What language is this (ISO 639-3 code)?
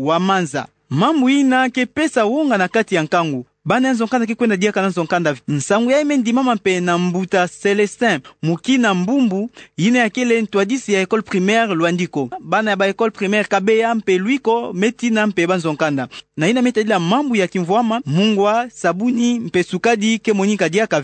ktu